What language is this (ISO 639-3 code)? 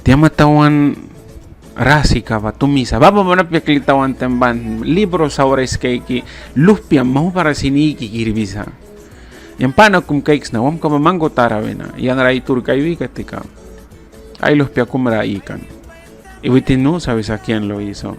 miq